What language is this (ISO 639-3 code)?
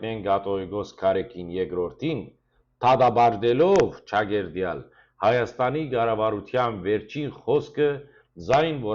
hyw